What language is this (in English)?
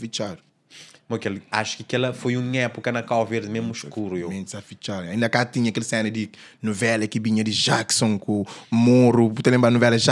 Kabuverdianu